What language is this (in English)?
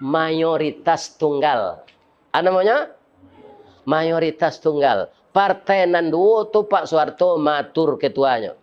Minangkabau